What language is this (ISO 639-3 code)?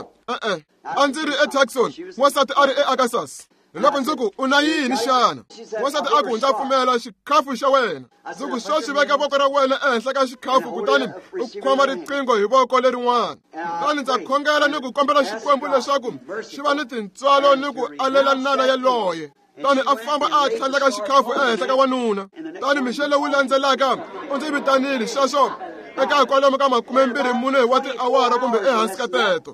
tso